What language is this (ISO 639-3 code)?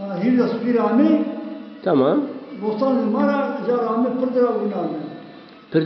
zza